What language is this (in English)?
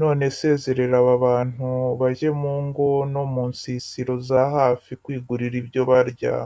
Kinyarwanda